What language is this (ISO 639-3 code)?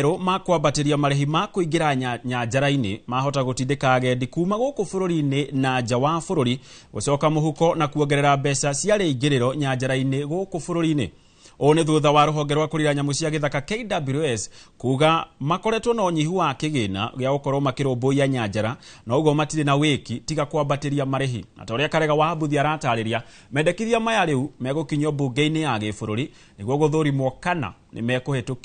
kik